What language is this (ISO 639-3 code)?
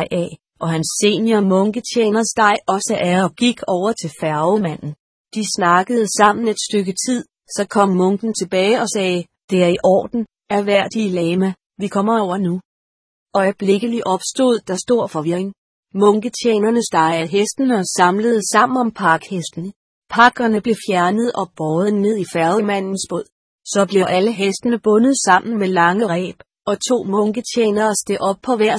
dan